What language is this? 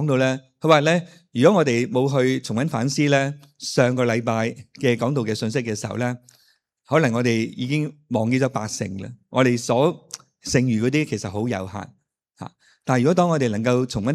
Cantonese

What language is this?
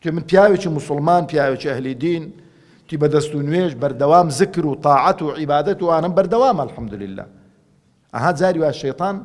Central Kurdish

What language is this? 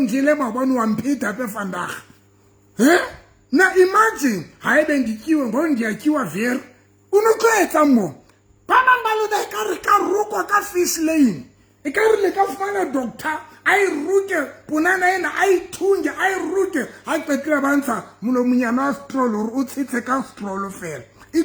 Southern Sotho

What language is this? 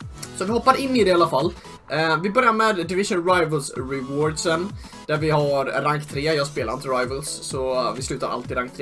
Swedish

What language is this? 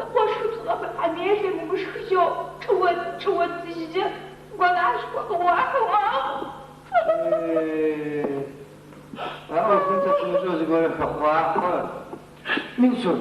Adyghe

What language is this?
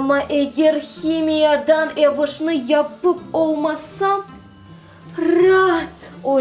Crimean Tatar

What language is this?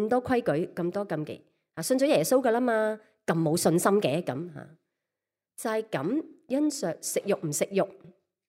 Cantonese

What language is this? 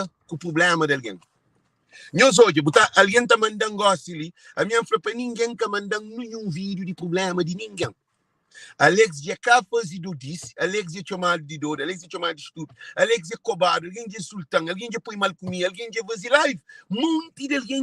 Kabuverdianu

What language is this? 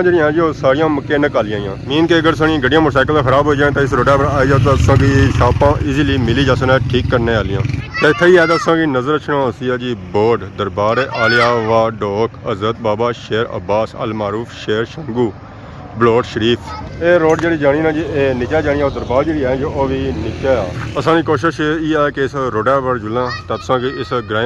Pahari-Potwari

